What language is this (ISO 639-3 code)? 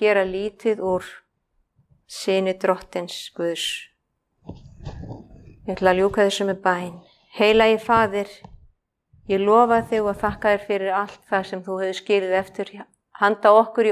isl